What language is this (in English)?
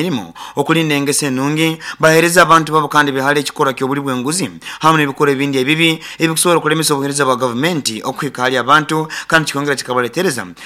Nyankole